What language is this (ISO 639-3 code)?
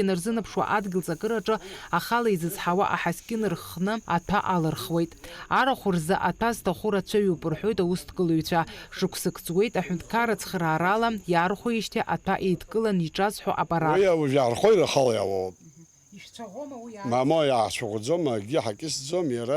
abk